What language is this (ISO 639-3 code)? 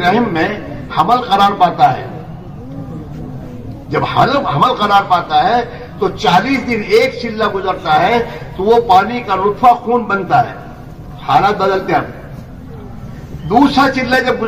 urd